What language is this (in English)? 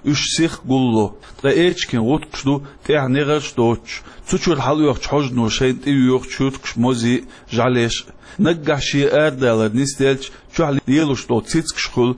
Chechen